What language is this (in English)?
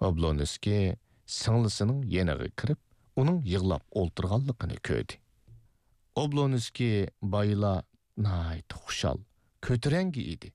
Uyghur